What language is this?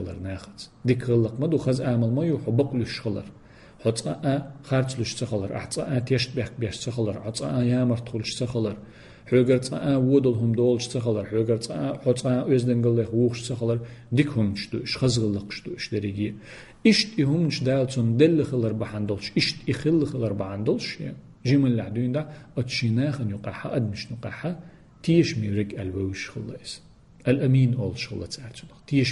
Chechen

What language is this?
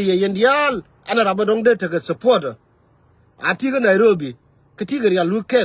Nuer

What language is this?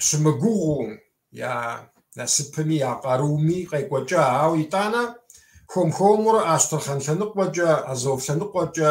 Kabardian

